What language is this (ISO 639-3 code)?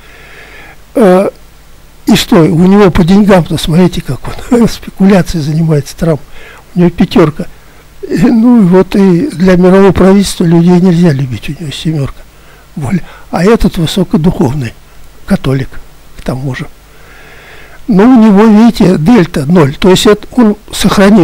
rus